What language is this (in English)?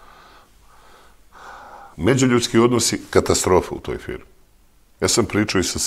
Serbian